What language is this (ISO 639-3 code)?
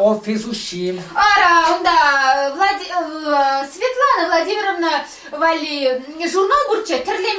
chv